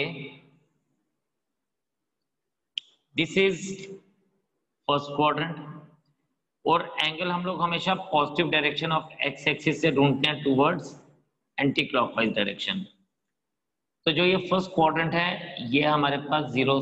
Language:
Hindi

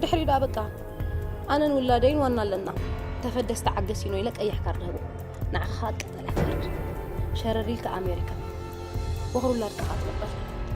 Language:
Tigrinya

